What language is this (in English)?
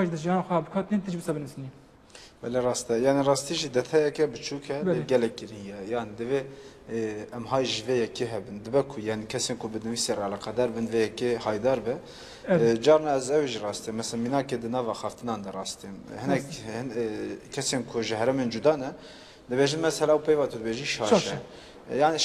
Kurdish